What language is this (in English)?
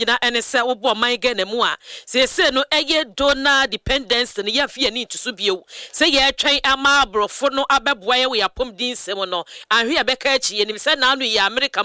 Akan